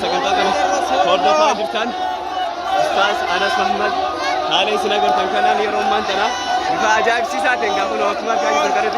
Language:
Oromo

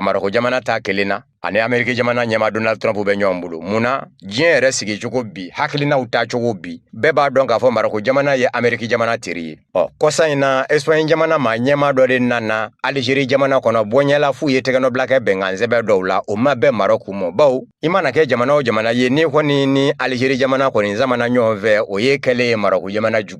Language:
Bambara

